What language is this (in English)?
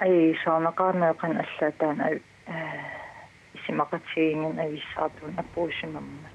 Kalaallisut